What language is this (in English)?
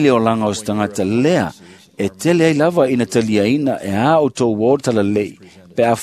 Samoan